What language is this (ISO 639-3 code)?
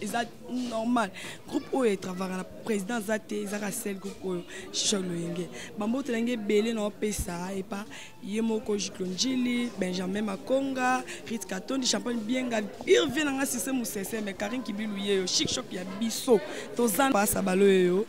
lin